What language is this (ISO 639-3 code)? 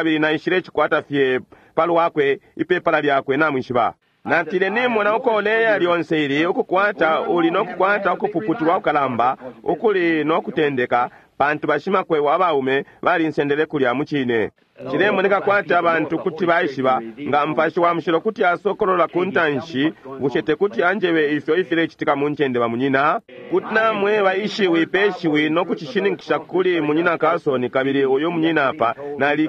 bem